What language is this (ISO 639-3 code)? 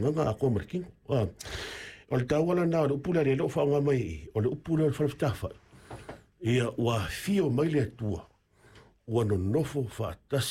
smo